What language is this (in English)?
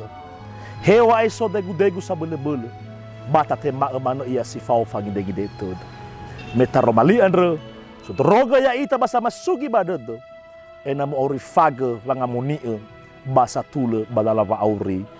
Nias